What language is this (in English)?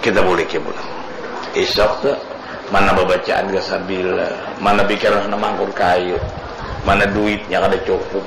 Banjar